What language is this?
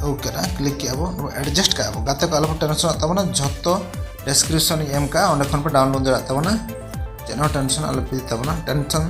Santali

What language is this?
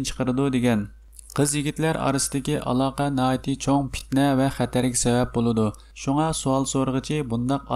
Uyghur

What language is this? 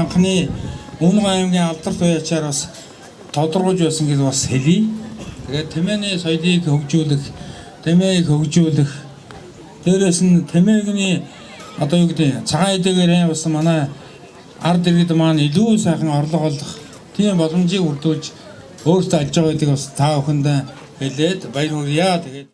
Mongolian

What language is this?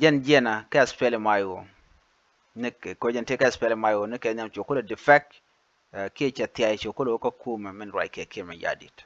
Nuer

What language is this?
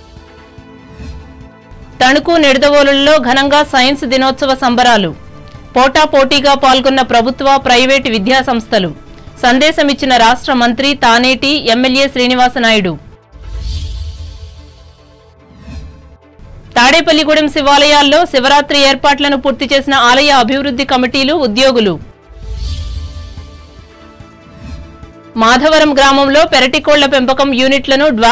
Telugu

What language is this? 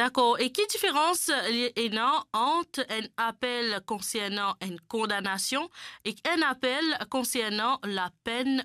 Morisyen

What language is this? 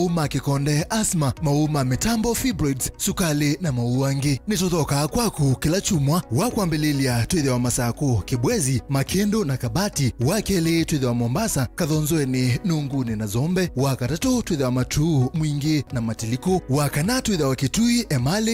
Kamba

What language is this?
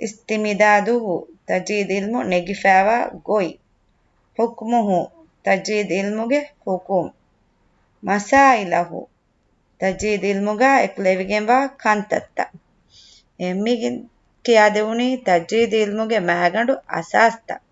Divehi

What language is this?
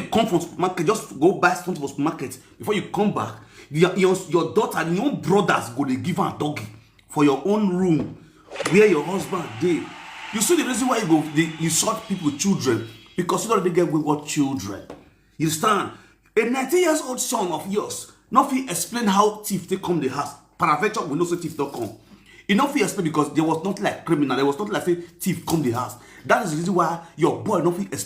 Nigerian Pidgin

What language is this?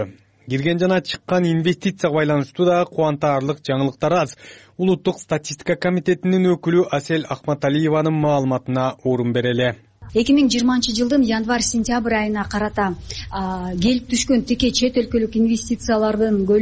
Kyrgyz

